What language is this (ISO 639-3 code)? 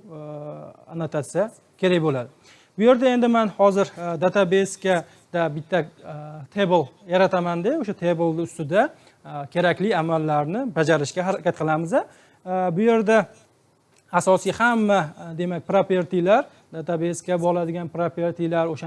uzb